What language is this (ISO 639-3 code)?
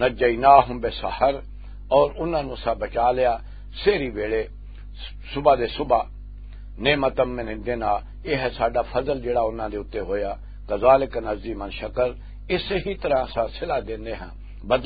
lah